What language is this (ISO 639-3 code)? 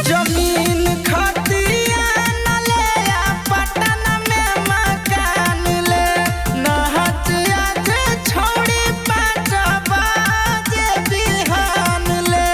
mag